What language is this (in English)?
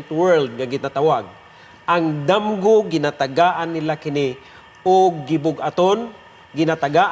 Cebuano